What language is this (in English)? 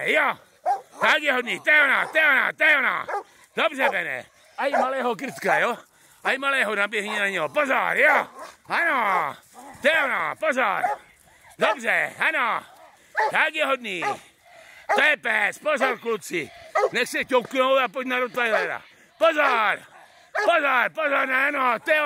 Czech